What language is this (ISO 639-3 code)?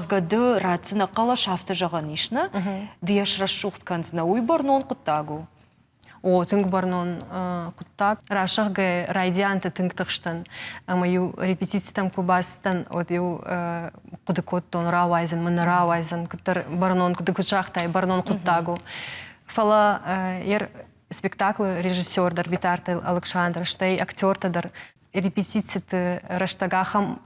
oss